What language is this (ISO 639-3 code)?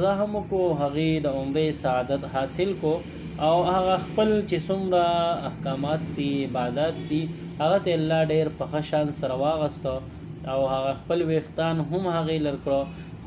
pus